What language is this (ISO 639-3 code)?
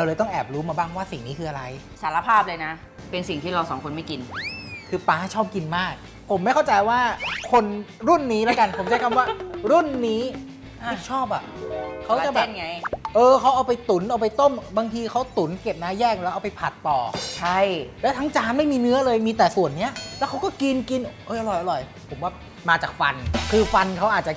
tha